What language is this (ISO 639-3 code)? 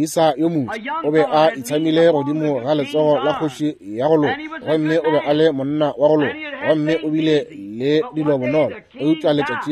nso